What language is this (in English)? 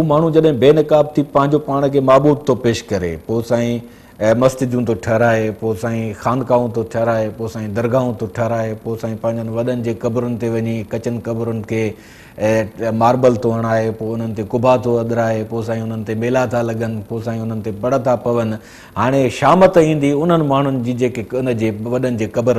Sindhi